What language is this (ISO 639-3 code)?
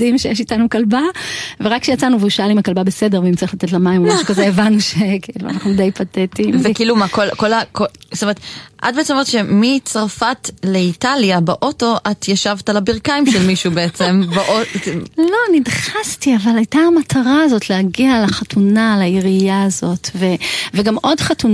heb